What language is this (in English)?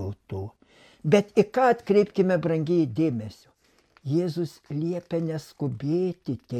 Lithuanian